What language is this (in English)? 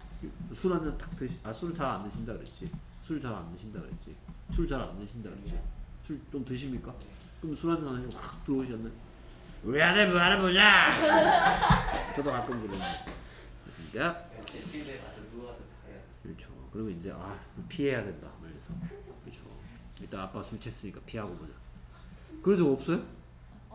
Korean